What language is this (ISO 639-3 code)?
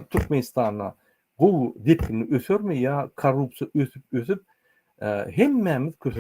tuk